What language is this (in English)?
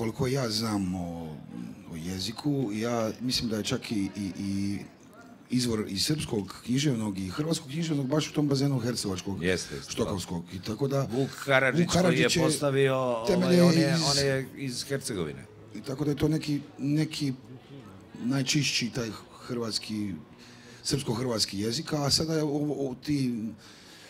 Serbian